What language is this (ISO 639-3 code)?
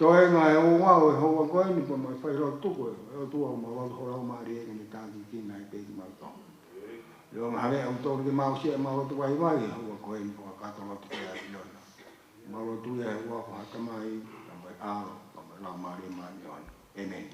ton